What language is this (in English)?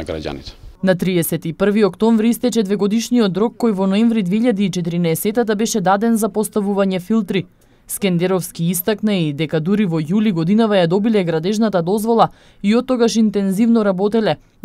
Macedonian